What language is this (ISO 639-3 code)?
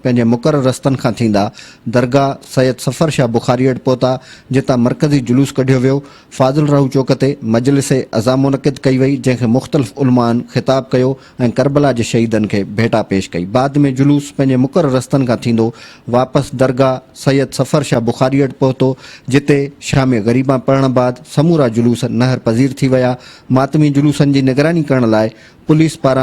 snd